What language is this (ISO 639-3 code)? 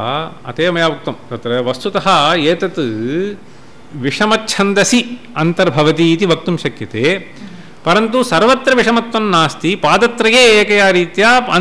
san